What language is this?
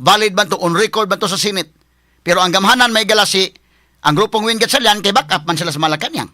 Cebuano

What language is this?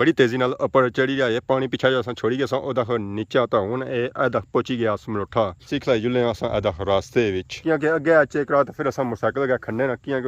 Pahari-Potwari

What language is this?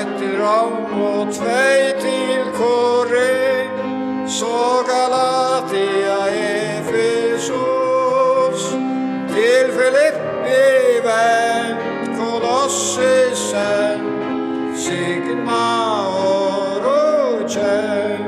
Faroese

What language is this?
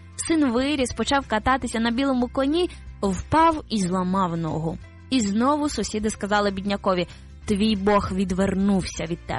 Ukrainian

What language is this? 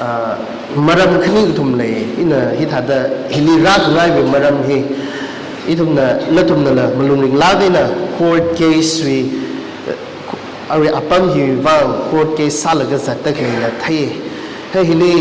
Tangkhul Naga (India)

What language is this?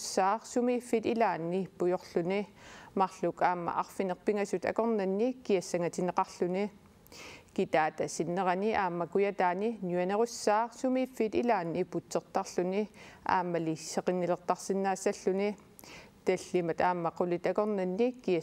Kalaallisut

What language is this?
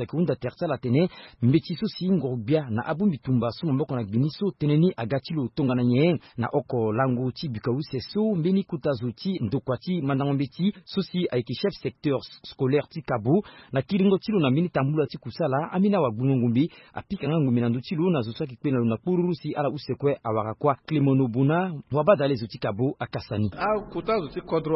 Sango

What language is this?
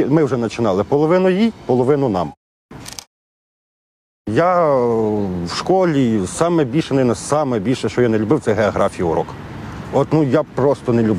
Ukrainian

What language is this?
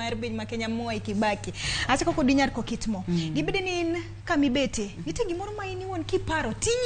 Luo (Kenya and Tanzania)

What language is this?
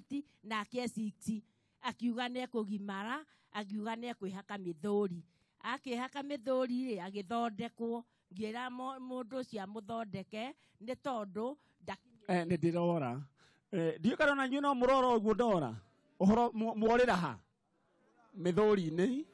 Kikuyu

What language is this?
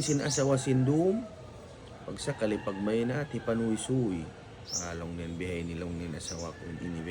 Tausug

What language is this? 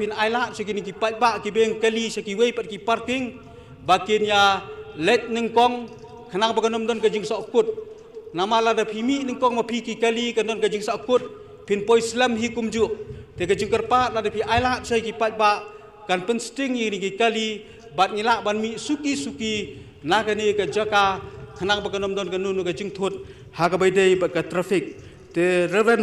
Khasi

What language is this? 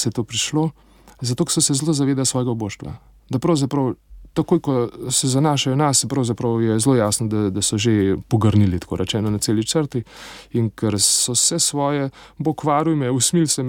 Slovenian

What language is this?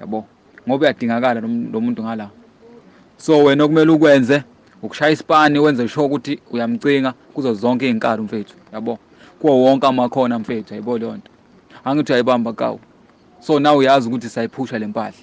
Zulu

